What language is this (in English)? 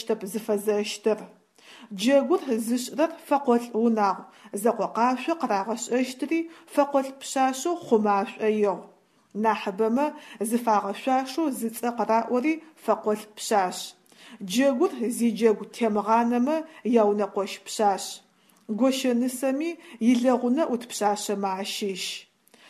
Adyghe